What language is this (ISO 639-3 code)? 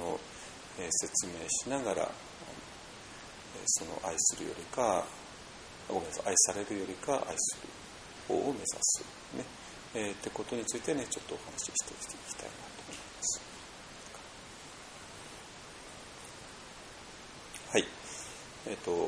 jpn